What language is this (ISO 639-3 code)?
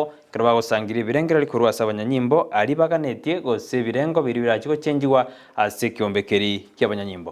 guz